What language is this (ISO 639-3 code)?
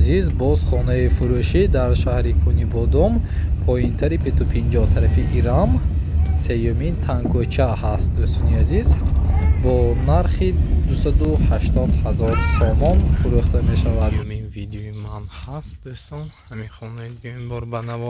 tgk